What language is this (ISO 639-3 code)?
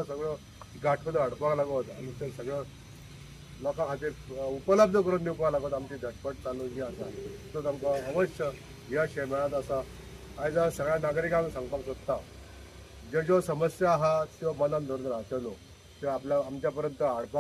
kok